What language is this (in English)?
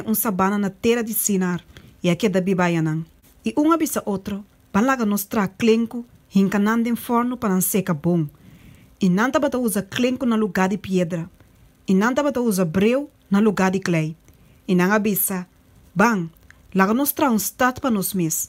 Papiamento